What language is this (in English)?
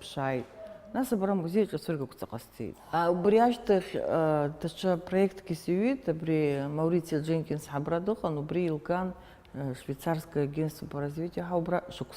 Abkhazian